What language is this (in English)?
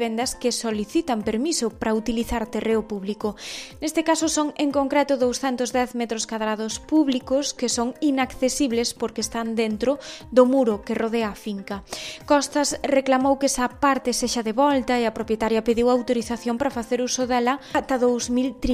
Galician